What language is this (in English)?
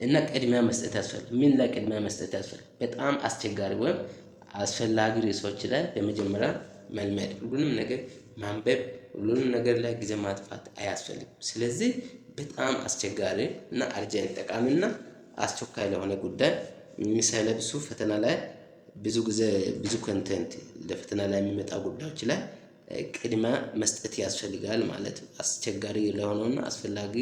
Amharic